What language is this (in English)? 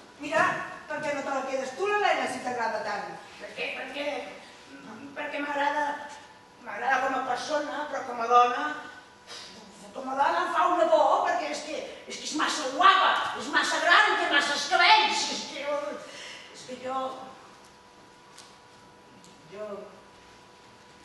Catalan